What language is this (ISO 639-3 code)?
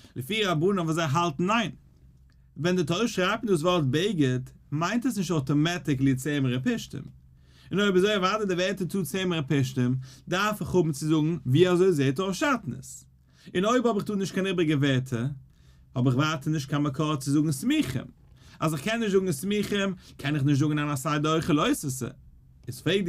yid